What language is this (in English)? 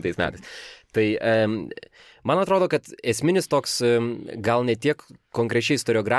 Lithuanian